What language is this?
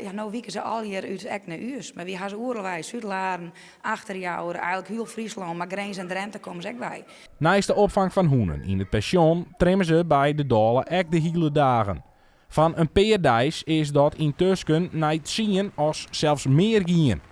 Western Frisian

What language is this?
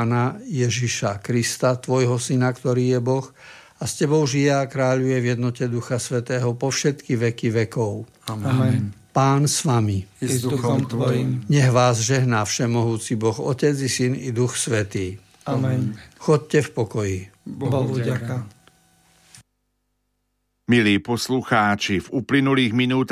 Slovak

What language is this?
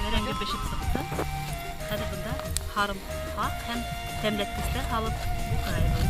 Bashkir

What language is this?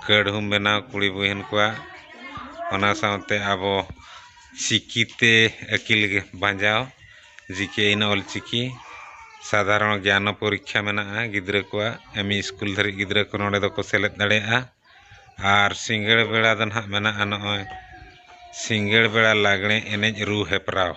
Santali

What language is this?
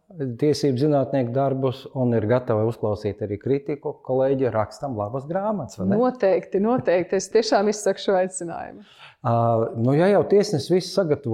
Latvian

